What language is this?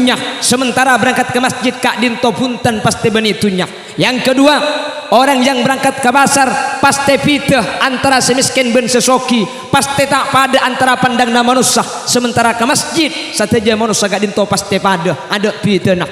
Madurese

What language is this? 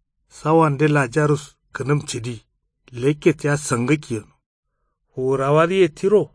Kanuri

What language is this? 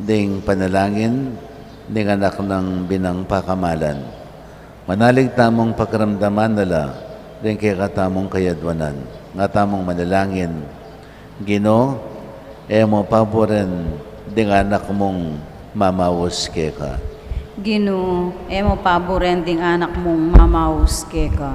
Pampanga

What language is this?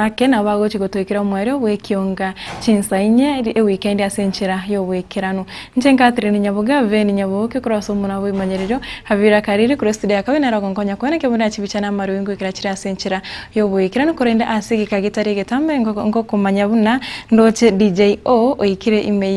Gusii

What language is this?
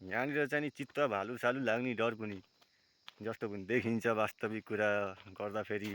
Nepali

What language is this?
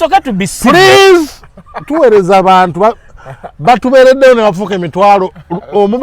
Ganda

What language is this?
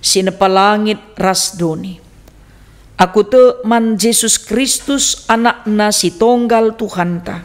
Batak Karo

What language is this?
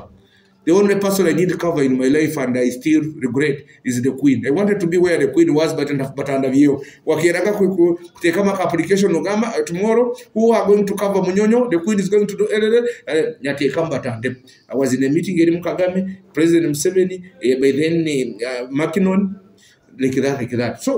Nyoro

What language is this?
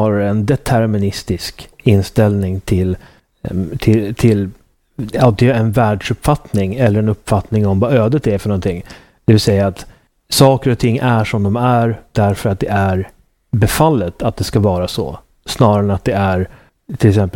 Swedish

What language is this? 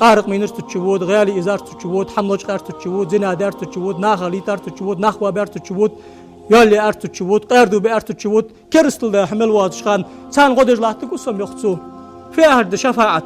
Ingush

